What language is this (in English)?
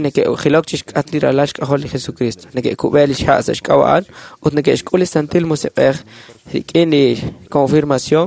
Kekchí